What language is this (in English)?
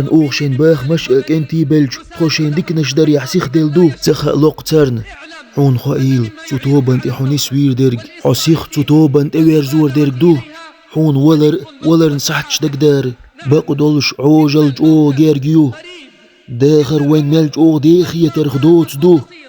Chechen